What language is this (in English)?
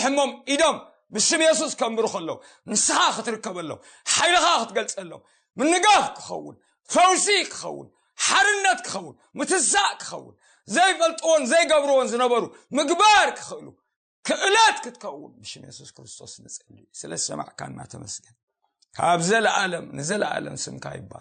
Tigrinya